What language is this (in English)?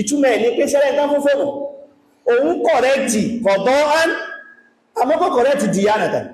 Yoruba